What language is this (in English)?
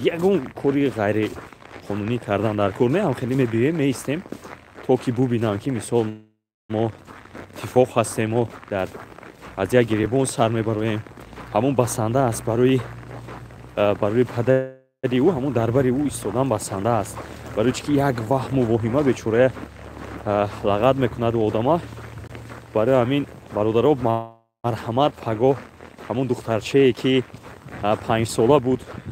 Tajik